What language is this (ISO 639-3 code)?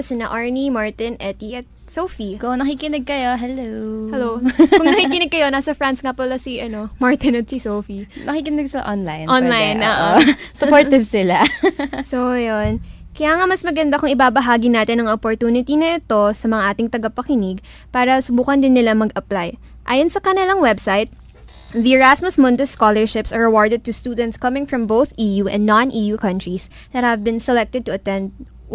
fil